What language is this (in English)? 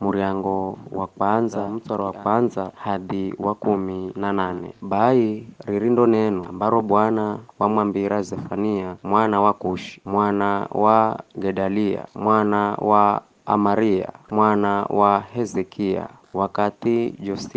Giryama